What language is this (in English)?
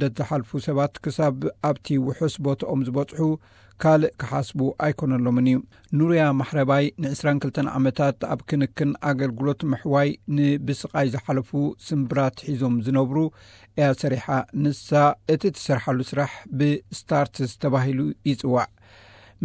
Tigrinya